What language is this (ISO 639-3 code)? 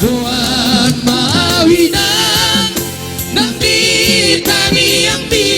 bbc